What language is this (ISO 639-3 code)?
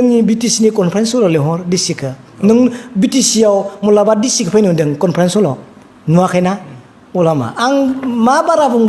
brx